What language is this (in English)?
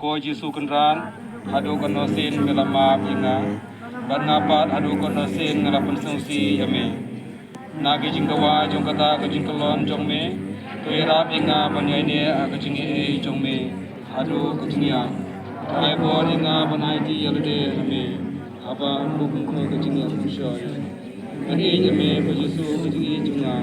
Khasi